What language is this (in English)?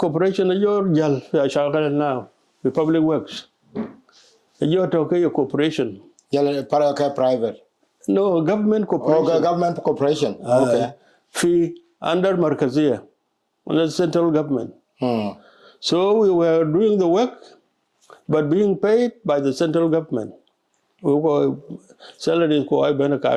Dinka